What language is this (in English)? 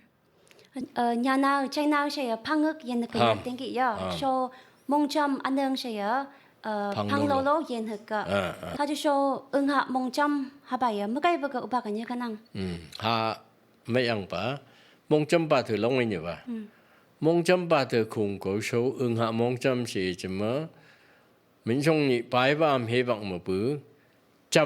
Phom Naga